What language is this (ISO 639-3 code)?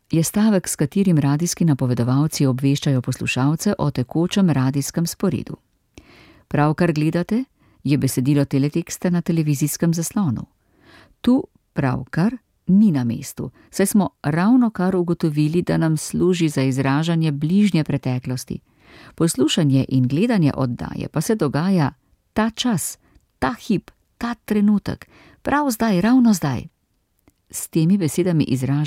slv